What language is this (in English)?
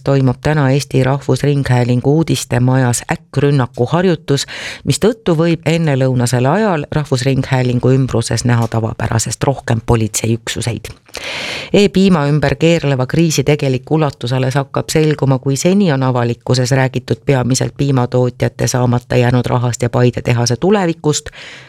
Estonian